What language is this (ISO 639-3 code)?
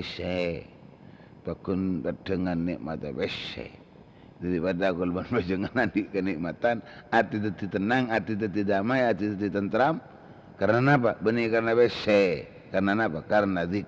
mad